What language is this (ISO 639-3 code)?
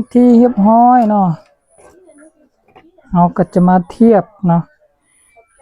lao